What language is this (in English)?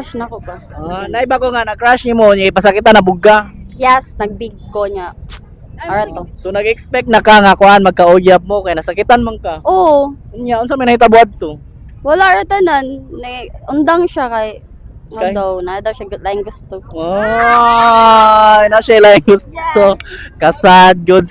Cebuano